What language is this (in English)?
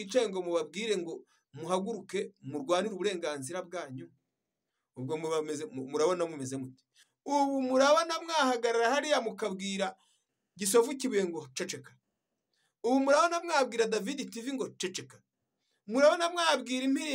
Kinyarwanda